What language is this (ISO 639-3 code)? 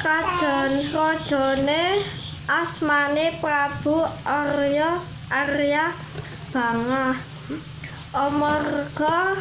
jav